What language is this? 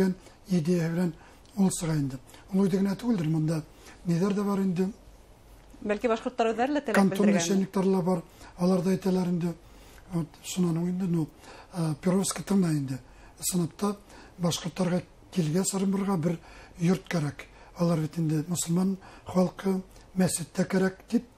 Bashkir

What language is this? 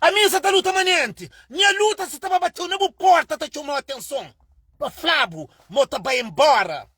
Kabuverdianu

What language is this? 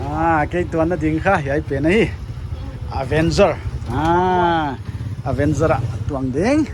Paite Chin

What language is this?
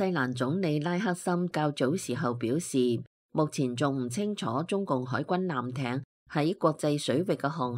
Cantonese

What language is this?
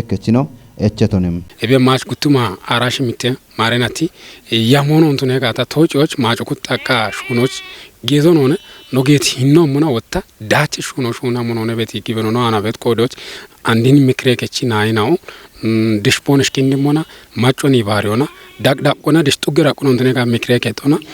Kafa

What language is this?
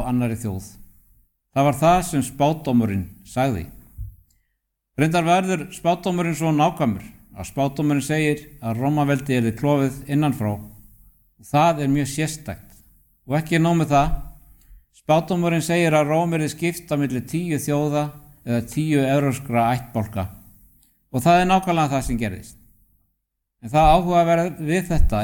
Icelandic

